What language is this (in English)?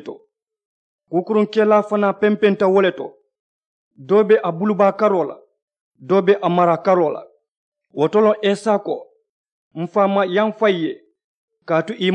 Mandingo